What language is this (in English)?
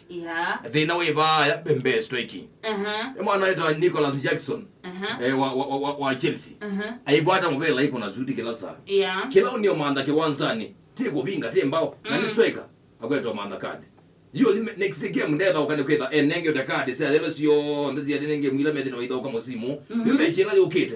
Kamba